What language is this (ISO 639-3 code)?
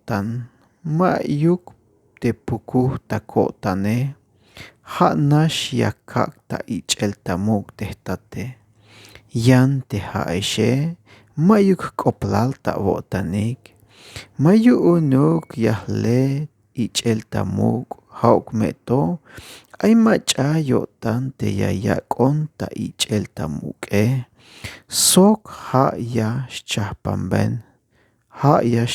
tzh